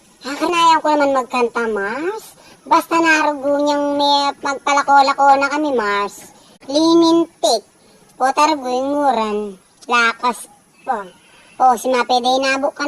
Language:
Pampanga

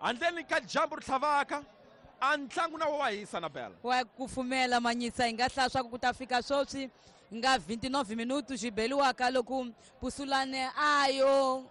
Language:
Tsonga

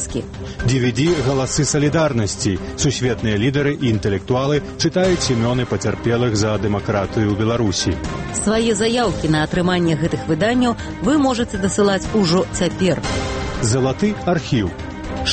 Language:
Belarusian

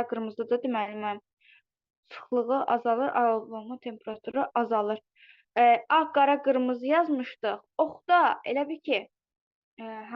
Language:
Azerbaijani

